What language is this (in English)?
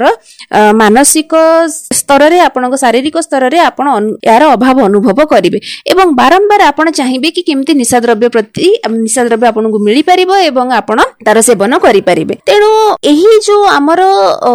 Odia